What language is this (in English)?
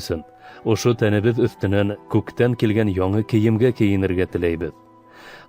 Bashkir